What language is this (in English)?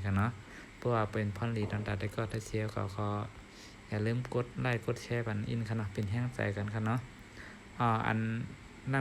Shan